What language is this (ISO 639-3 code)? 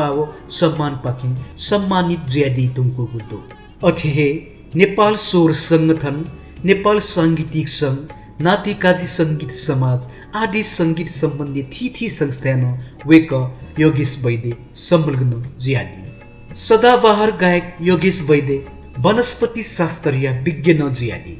new